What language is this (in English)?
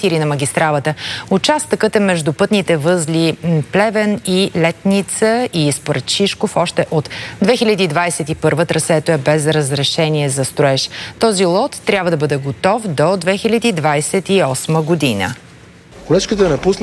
Bulgarian